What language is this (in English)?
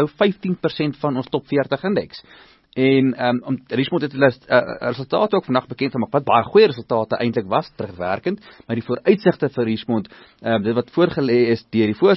Afrikaans